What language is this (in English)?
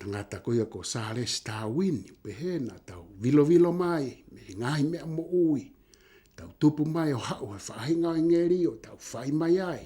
Tongan